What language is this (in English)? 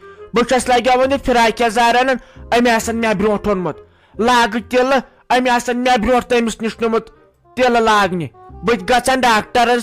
Kashmiri